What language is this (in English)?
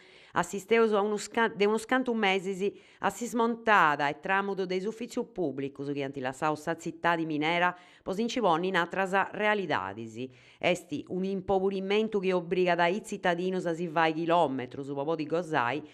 Sardinian